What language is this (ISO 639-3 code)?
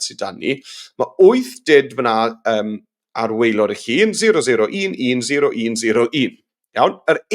cym